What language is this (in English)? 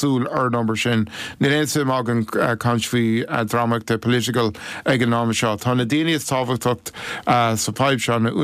Irish